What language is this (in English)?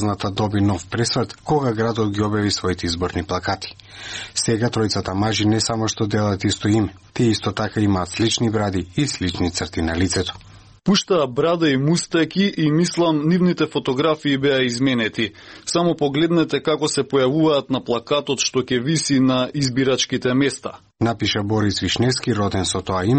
Macedonian